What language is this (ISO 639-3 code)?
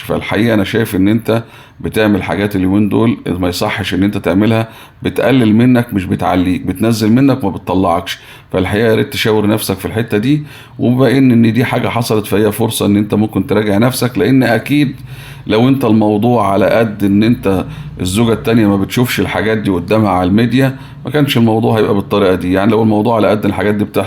arz